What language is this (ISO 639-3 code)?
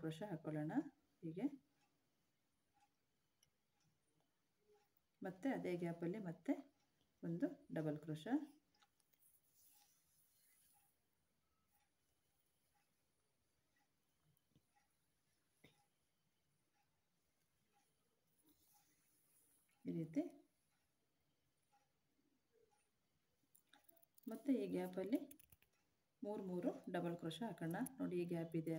kan